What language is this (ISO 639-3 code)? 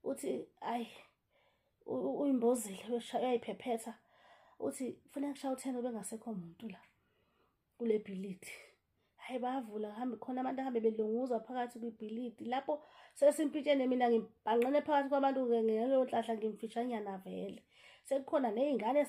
zul